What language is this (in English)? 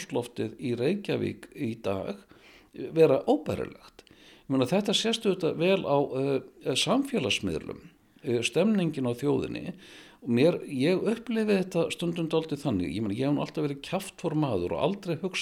Icelandic